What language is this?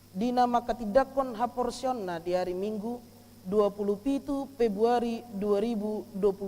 Batak Toba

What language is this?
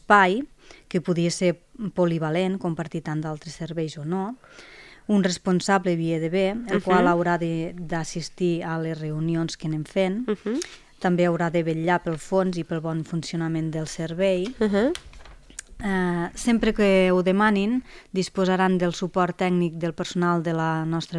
Catalan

